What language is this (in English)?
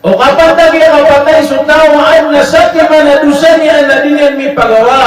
Maranao